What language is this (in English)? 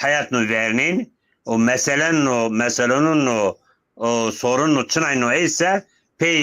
Zaza